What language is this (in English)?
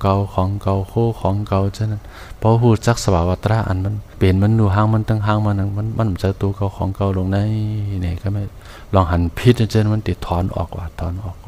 Shan